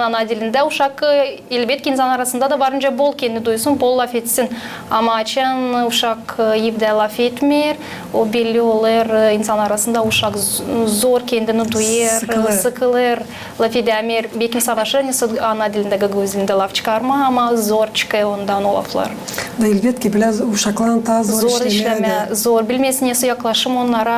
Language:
Gagauz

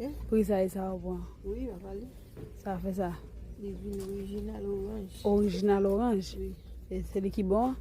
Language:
Haitian Creole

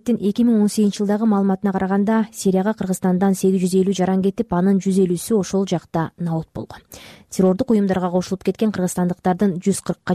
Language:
Kyrgyz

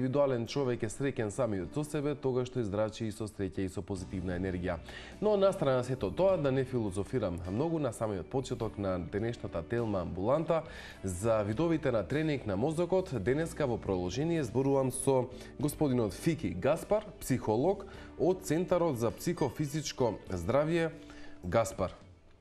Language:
Macedonian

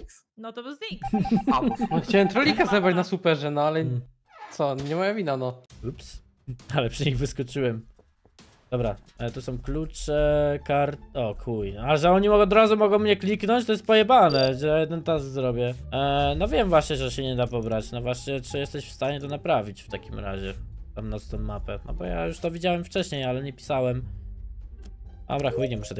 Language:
Polish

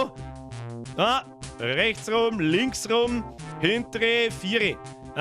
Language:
Bavarian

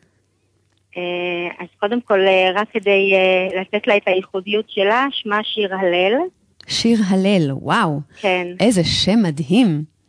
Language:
Hebrew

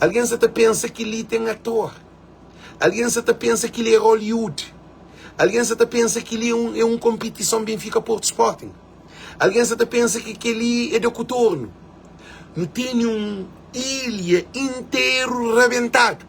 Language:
Kabuverdianu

